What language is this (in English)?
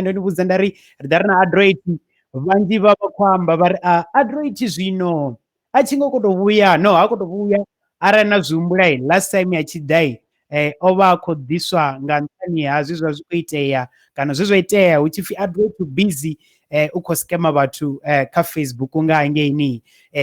Venda